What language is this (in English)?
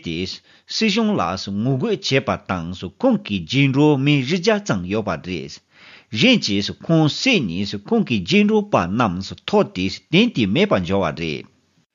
Tibetan